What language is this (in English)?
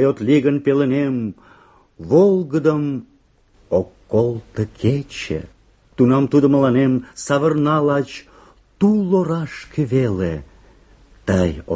Mari